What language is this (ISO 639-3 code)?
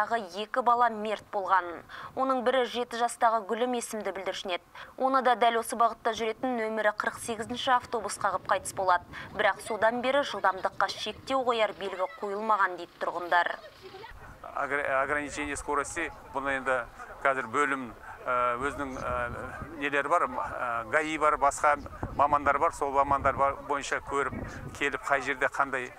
kaz